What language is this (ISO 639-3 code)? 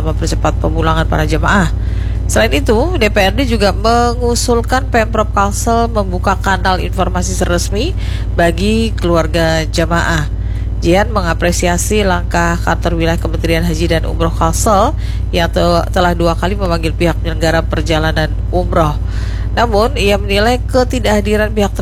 ind